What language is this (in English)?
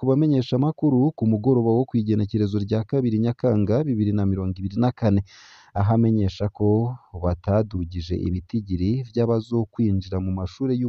Rundi